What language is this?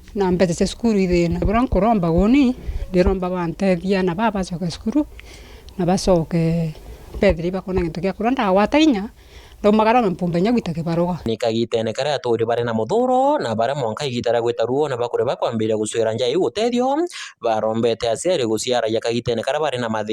Meru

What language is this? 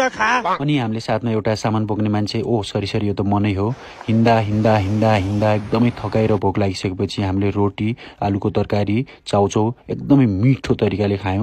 Nepali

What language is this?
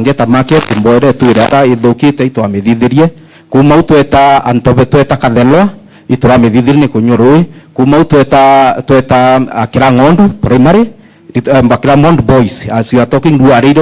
Meru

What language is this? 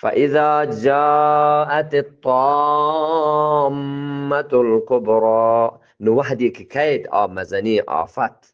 Eastern Balochi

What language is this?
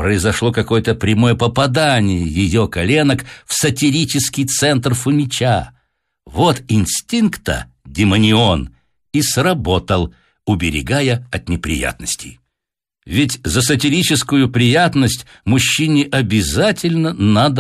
Russian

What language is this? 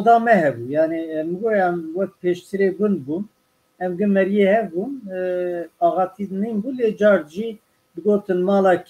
Kurdish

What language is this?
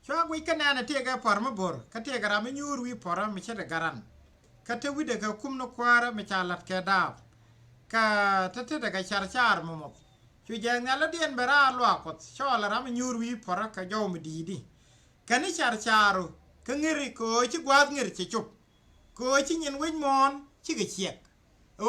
Nuer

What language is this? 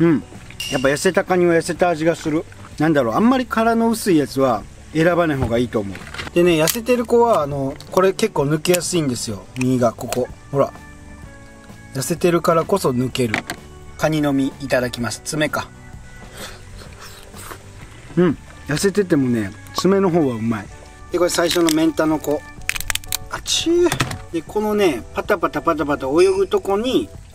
Japanese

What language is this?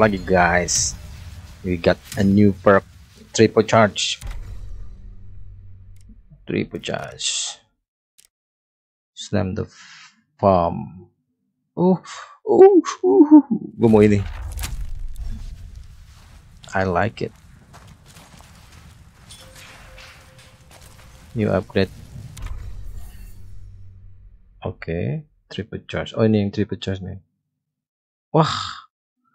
Indonesian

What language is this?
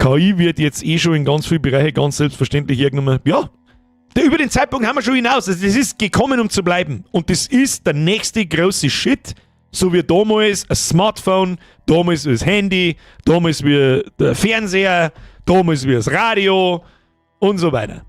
Bavarian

